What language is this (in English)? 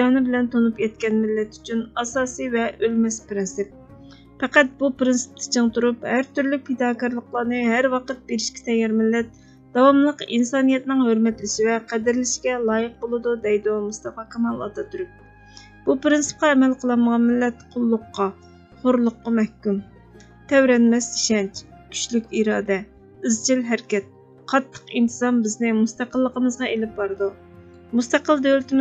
Uyghur